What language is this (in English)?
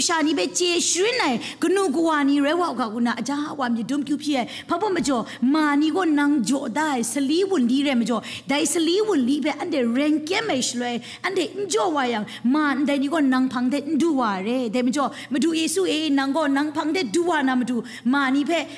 Kachin